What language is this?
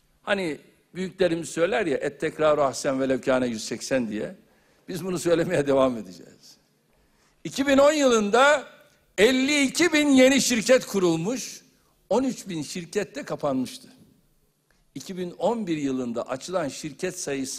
Turkish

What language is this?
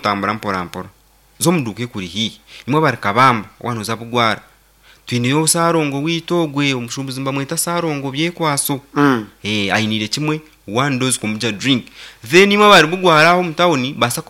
Nyankole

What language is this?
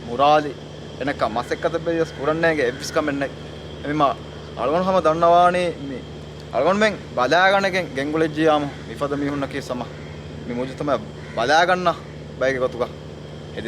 Divehi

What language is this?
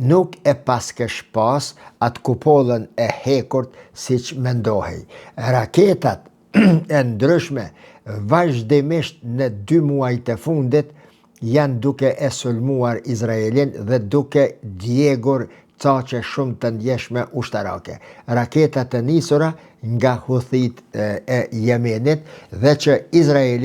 Albanian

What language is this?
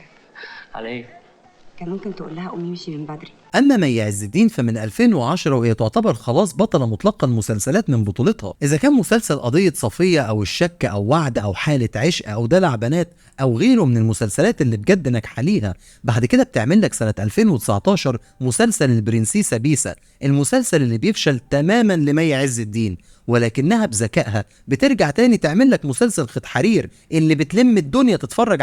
Egyptian Arabic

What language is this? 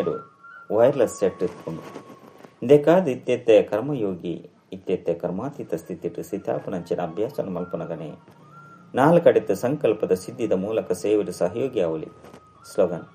Tulu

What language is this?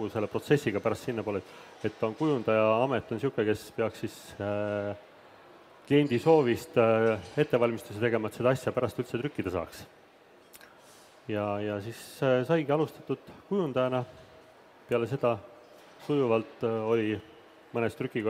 Estonian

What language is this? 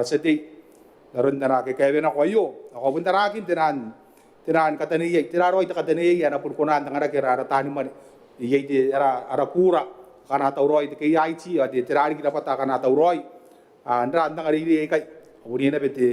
Gilbertese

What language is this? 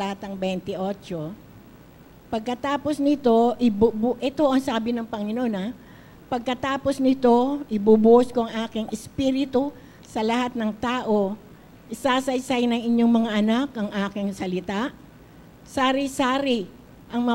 Filipino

